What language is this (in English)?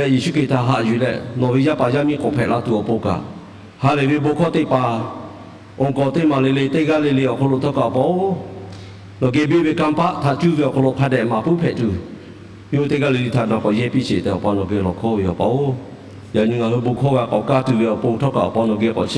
Lahu